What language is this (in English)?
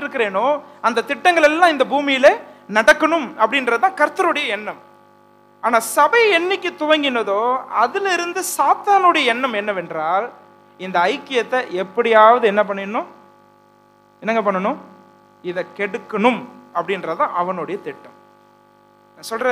Tamil